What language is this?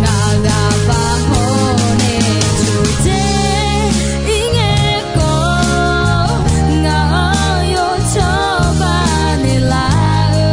Akha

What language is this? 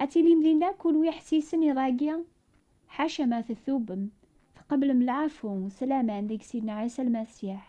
Kabyle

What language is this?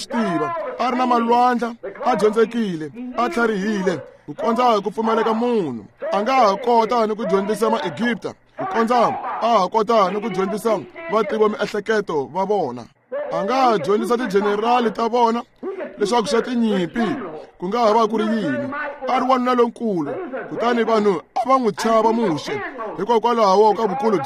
Tsonga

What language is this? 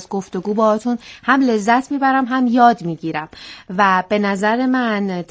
Persian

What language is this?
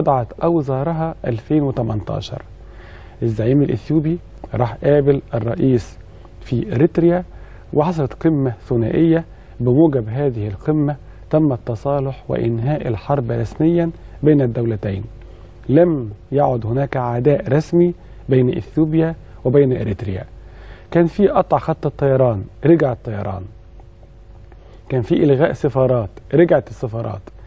Egyptian Arabic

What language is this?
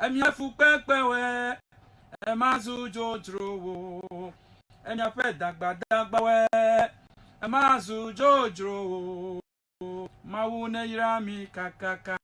Ewe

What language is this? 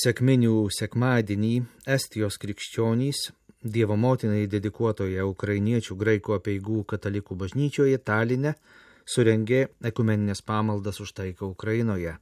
Lithuanian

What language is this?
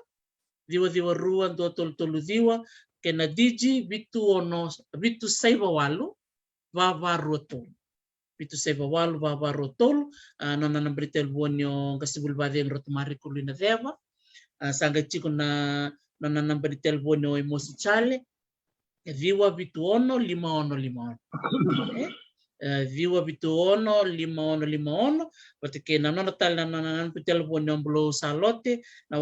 Fijian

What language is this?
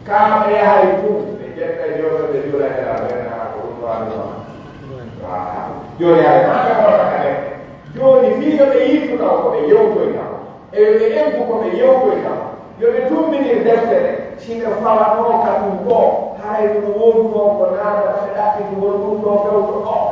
Pular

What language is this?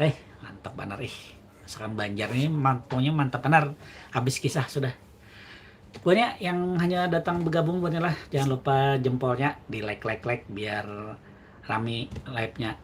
Banjar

